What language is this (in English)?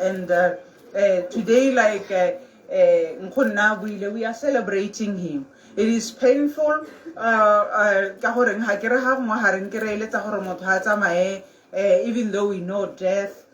Tswana